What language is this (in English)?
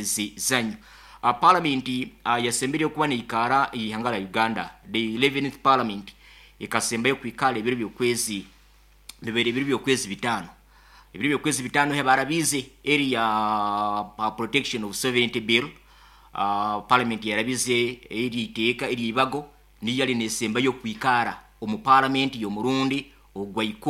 Nyoro